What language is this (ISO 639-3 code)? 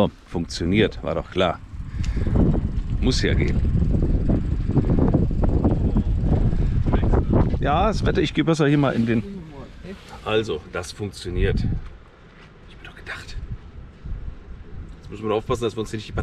deu